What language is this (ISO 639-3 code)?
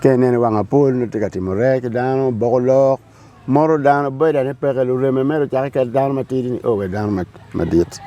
ach